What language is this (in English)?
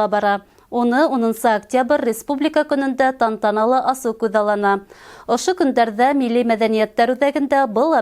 Bashkir